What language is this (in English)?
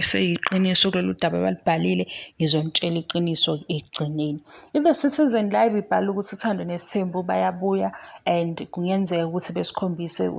Zulu